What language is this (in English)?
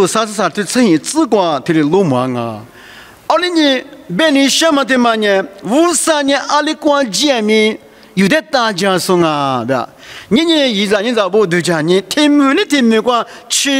Lisu